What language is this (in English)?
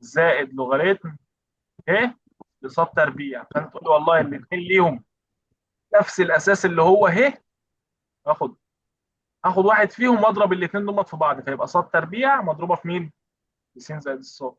Egyptian Arabic